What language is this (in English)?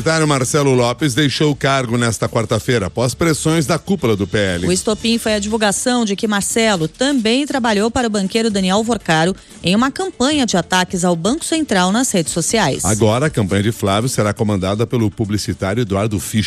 Portuguese